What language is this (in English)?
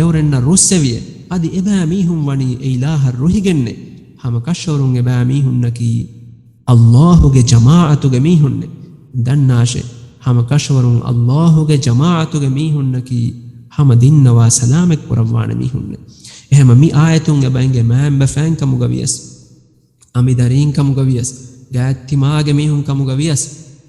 Divehi